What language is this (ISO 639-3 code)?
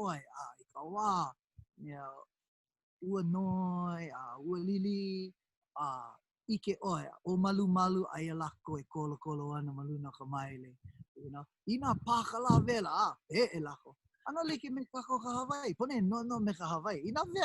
haw